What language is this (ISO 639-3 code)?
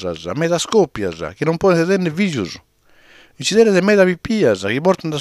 srd